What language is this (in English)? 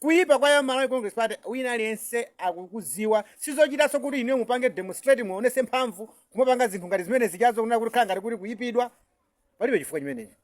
Nyanja